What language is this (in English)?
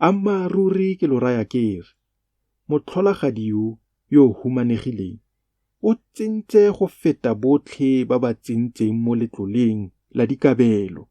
Tswana